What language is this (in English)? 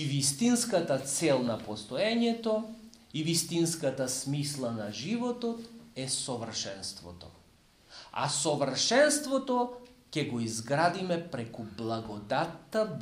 Macedonian